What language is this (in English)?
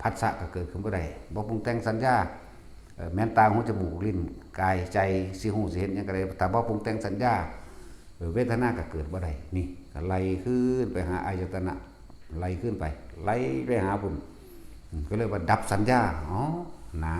Northeastern Thai